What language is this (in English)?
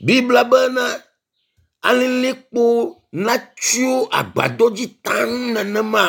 Ewe